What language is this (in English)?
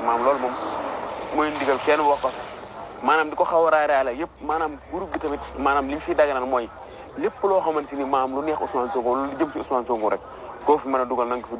Wolof